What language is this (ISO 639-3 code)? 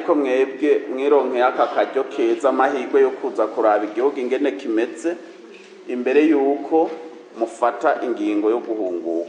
run